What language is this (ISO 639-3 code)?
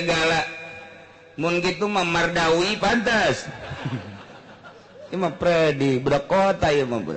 sun